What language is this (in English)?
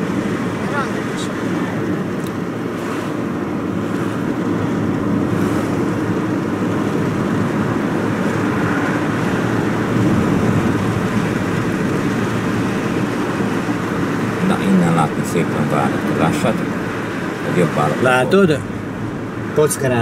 Hungarian